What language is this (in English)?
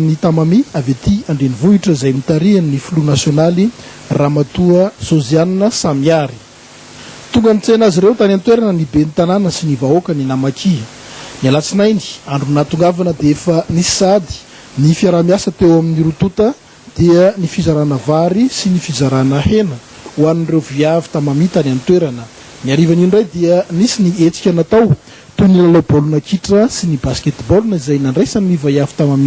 Malagasy